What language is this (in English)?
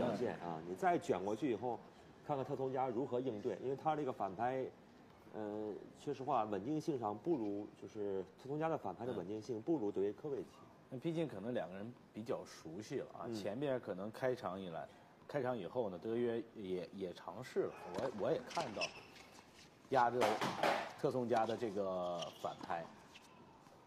Chinese